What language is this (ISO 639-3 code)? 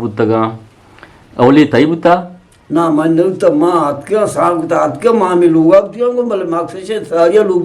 bgp